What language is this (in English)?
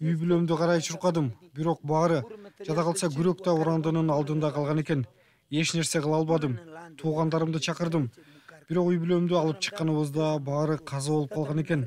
Kyrgyz